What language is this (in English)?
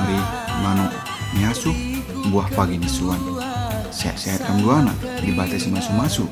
Batak Karo